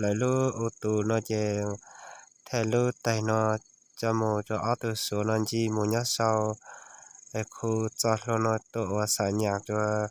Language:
Hmong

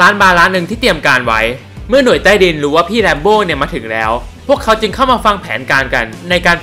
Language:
Thai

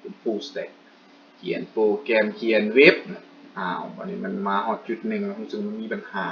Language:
Lao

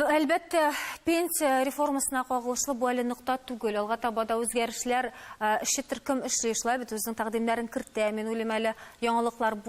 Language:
Tatar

